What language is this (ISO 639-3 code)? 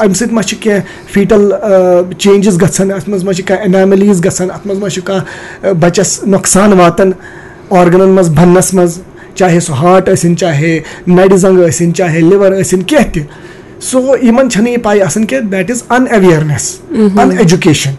kas